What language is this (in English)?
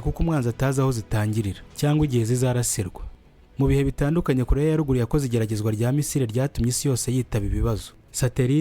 Kinyarwanda